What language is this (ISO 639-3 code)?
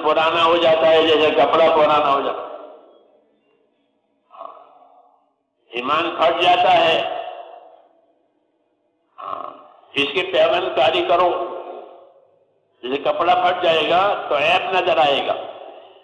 urd